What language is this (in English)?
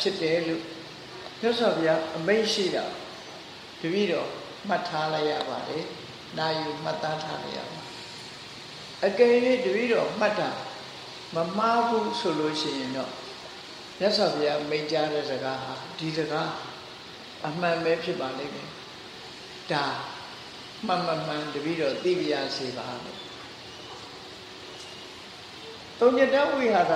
Burmese